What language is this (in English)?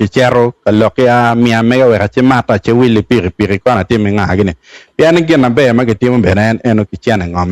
Acoli